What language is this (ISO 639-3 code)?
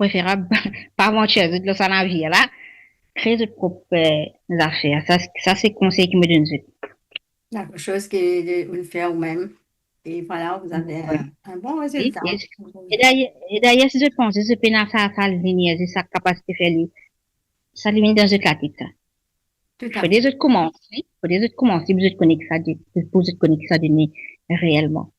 mfe